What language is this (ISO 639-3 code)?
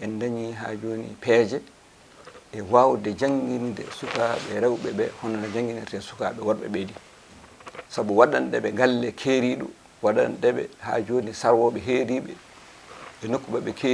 ful